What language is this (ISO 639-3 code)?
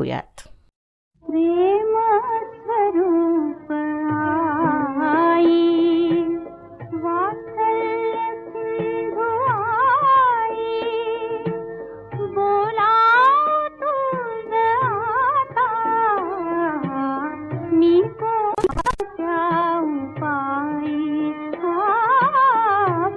mar